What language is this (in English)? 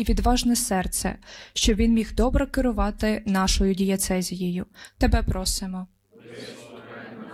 Ukrainian